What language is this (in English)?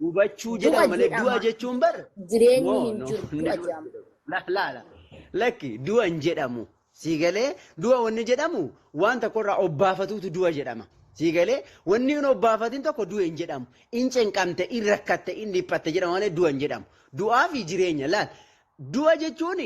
Oromo